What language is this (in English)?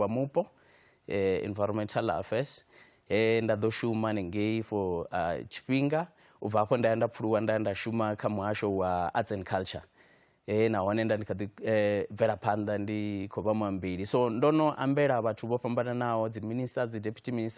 Venda